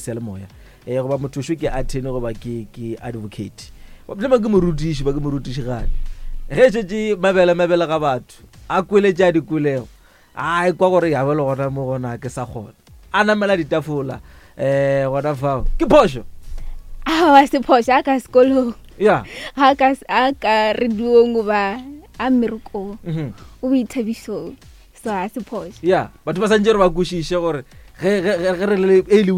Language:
Northern Sotho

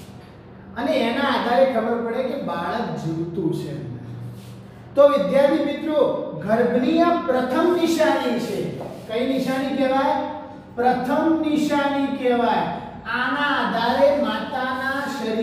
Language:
Gujarati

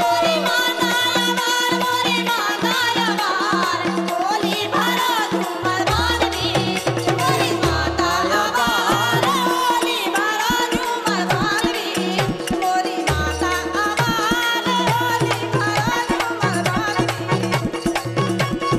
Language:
Bundeli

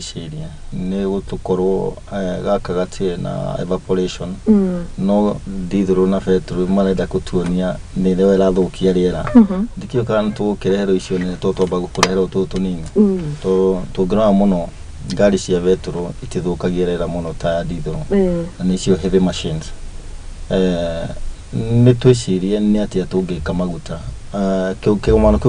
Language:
Kikuyu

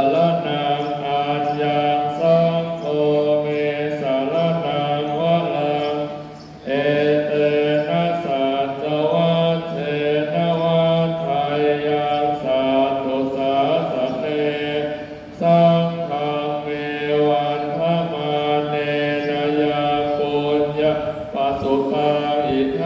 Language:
Pali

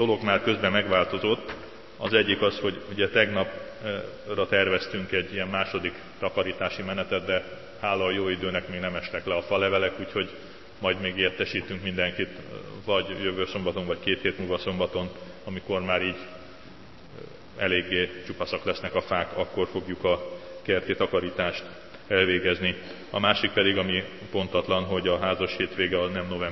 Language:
Hungarian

